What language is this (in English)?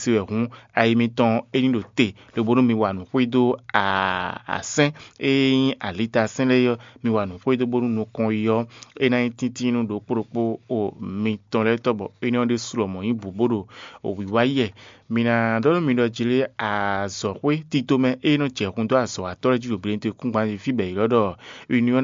Fon